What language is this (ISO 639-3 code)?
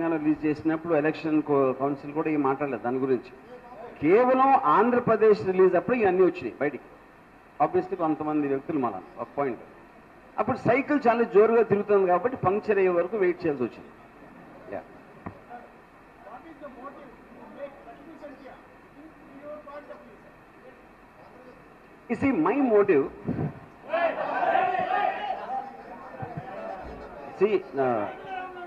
tel